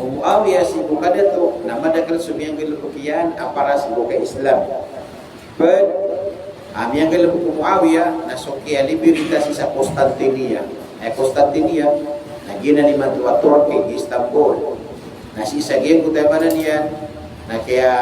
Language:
Maranao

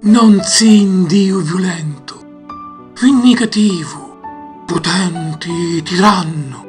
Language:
Sicilian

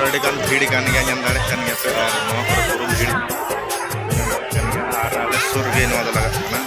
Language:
Santali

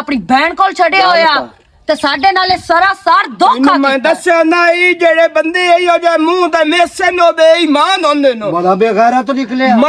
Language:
Western Panjabi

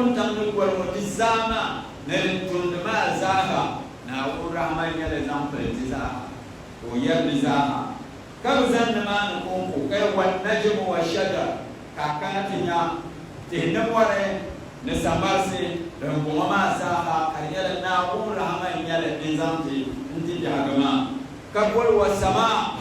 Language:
Dagbani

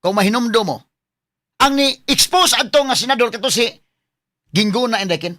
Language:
Cebuano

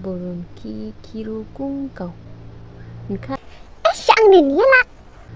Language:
Dimasa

